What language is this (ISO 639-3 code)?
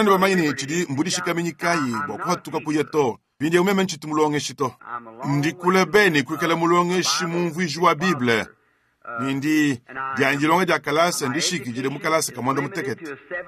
lua